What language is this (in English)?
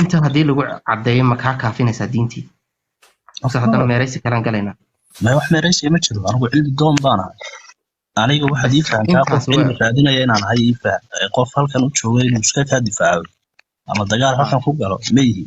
Somali